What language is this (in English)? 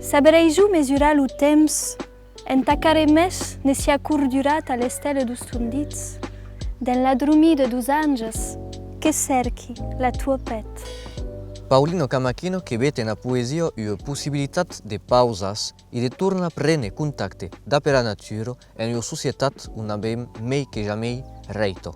Occitan